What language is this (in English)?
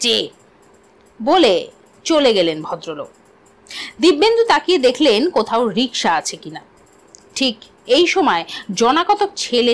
Bangla